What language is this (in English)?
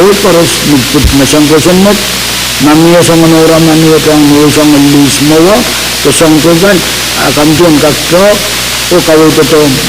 Pohnpeian